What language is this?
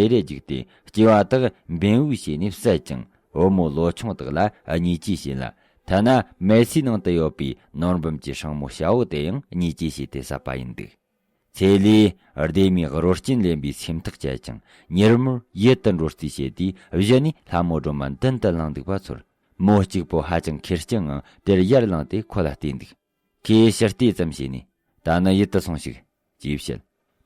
Tibetan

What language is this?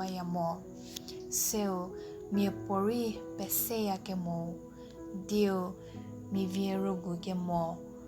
Angami Naga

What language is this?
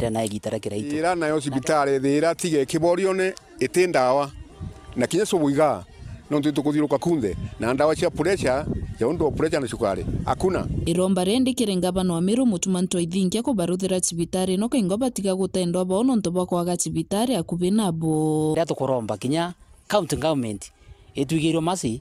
Meru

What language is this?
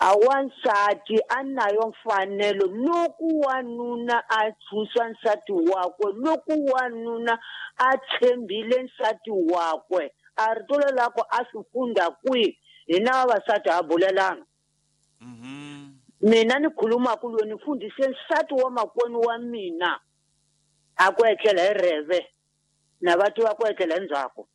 Tsonga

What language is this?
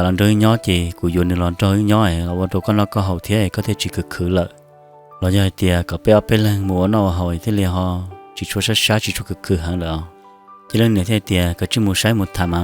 Hmong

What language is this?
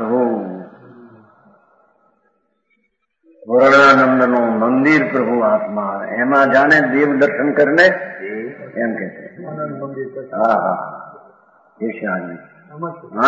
Gujarati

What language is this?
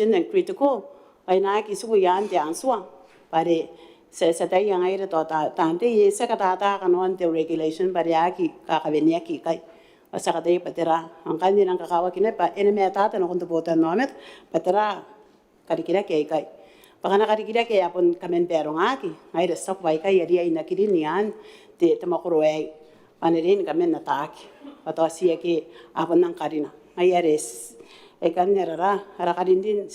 Gilbertese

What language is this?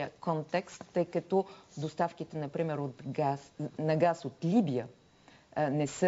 Bulgarian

